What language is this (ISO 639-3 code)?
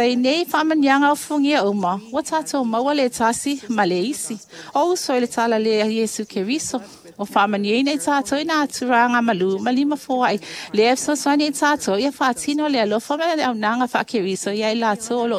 smo